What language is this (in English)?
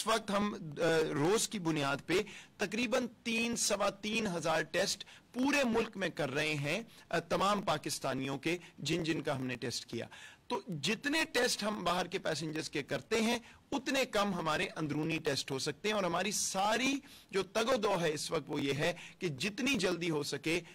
Urdu